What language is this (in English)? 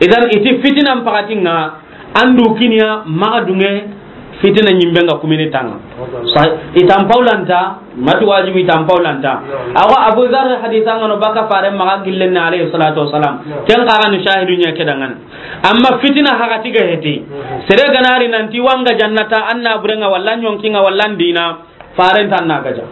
Soninke